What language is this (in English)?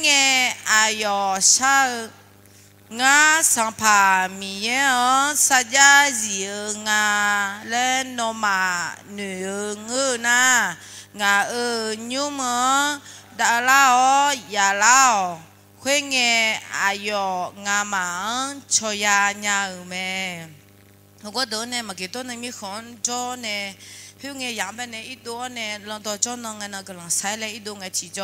Akha